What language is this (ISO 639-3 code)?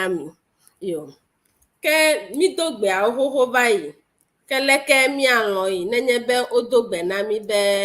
ewe